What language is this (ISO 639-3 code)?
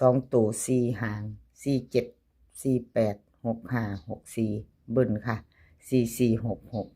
tts